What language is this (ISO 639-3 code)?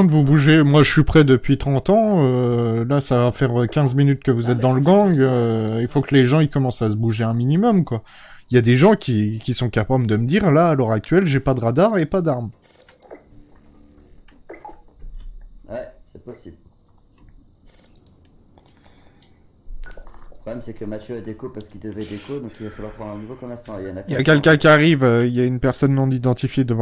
fra